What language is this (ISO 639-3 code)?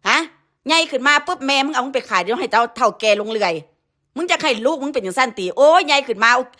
tts